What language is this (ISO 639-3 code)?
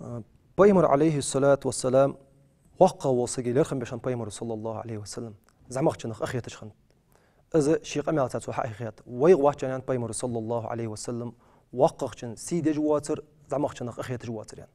inh